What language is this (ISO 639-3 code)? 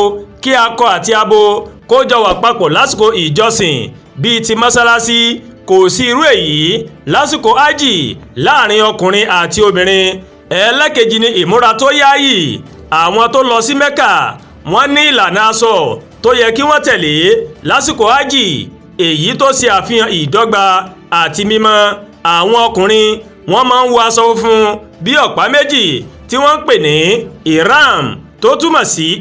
yor